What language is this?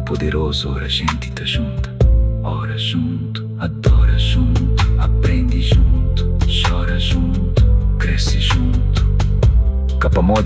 Kabuverdianu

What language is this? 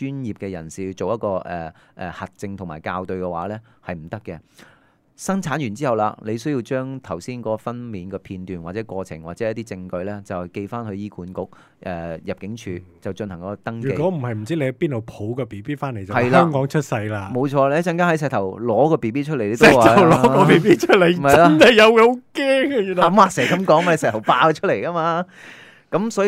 Cantonese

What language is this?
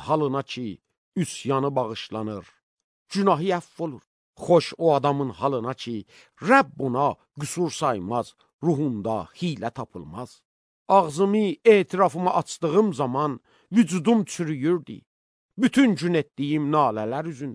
Azerbaijani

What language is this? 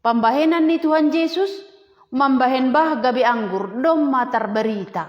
Batak Simalungun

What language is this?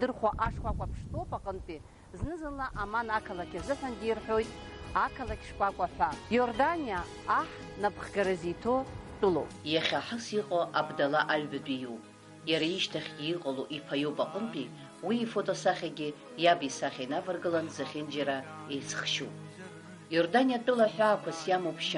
Abkhazian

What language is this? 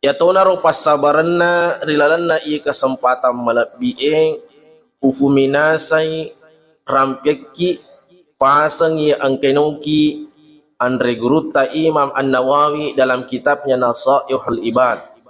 Buginese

